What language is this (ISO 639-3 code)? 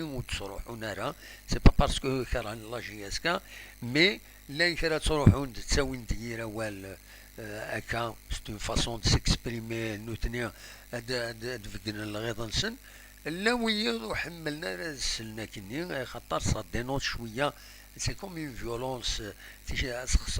kab